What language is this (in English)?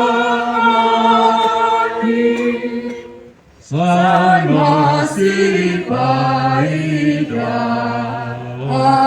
Batak Toba